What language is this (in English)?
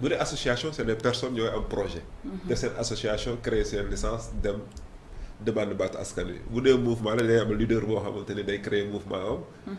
Wolof